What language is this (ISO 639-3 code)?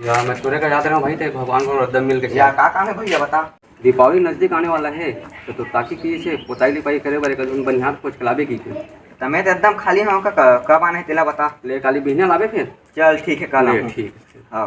hne